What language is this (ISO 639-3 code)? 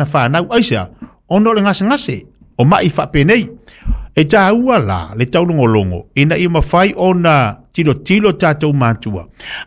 smo